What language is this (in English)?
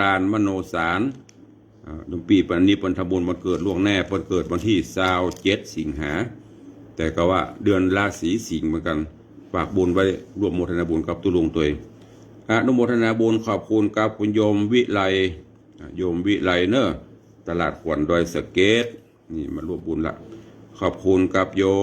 Northern Thai